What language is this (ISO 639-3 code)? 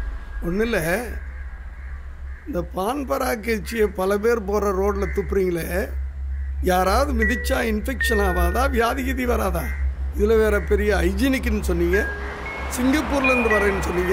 tam